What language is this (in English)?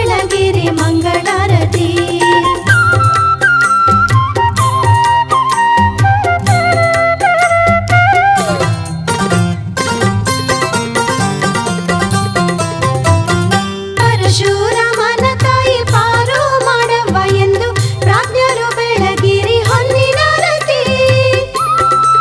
Kannada